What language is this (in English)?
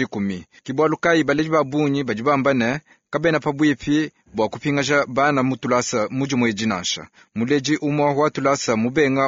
Luba-Lulua